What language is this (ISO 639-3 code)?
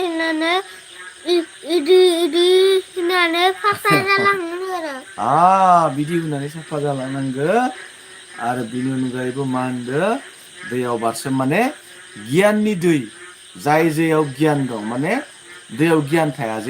brx